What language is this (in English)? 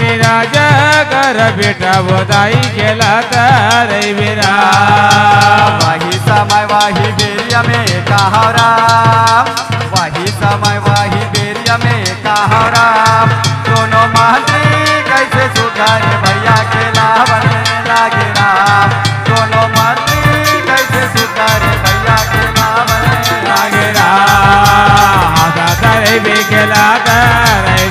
Chhattisgarhi